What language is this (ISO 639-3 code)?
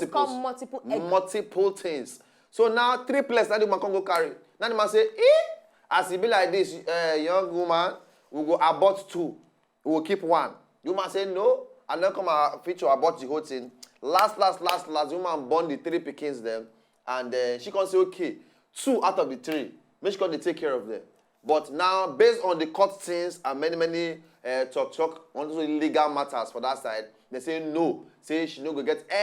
pcm